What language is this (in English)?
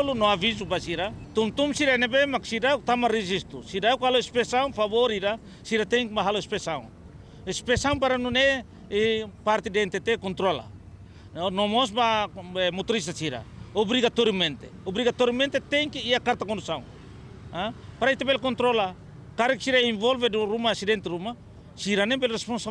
Tetum